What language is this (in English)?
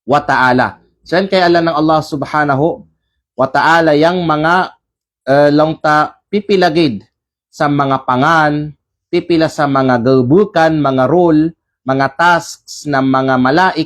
Kalagan